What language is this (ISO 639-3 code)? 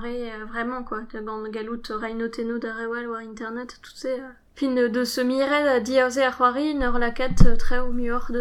bre